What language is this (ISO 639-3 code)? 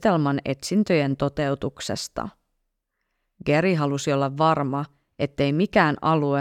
fin